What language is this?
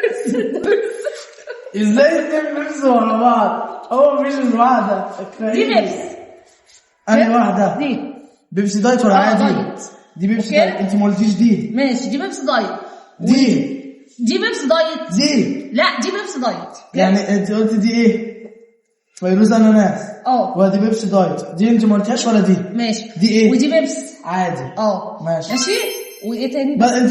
Egyptian Arabic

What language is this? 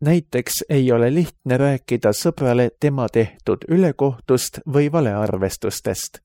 Estonian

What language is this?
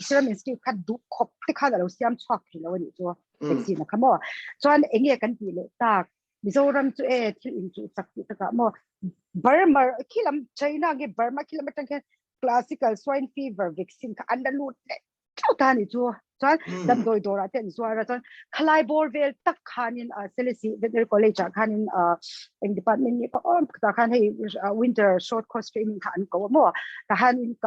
Mizo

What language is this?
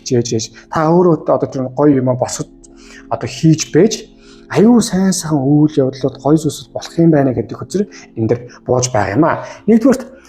Mongolian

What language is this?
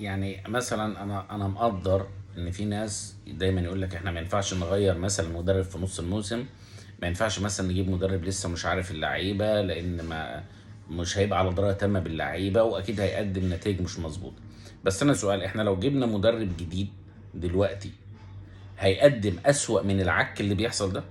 Egyptian Arabic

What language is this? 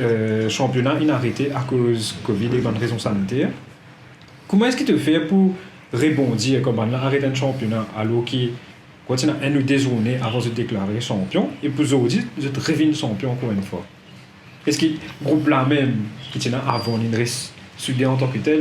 Morisyen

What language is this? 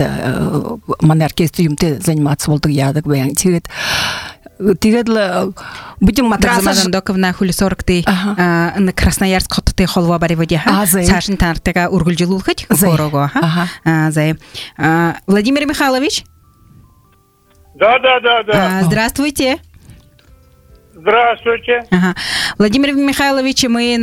Buriat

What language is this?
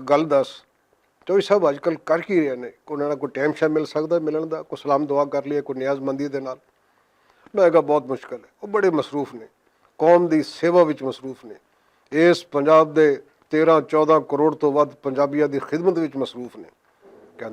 Western Panjabi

